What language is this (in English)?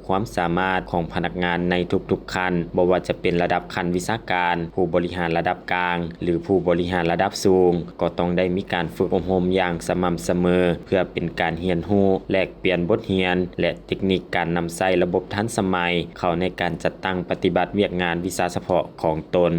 Lao